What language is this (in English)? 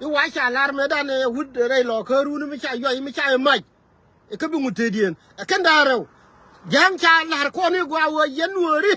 Nuer